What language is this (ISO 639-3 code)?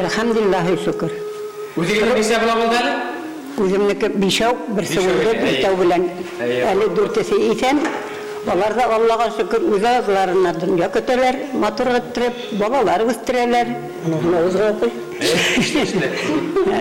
bak